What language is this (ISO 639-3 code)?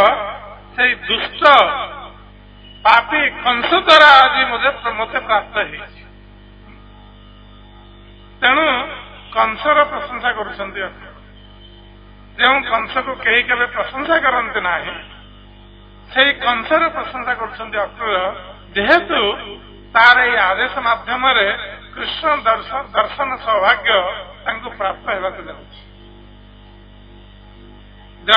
ori